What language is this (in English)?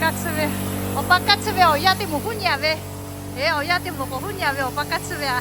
Lahu